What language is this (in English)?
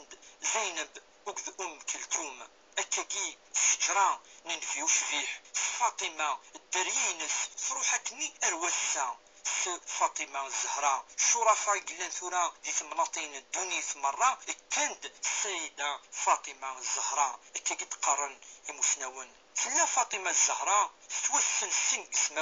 Kabyle